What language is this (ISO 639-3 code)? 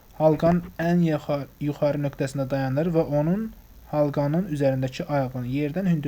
aze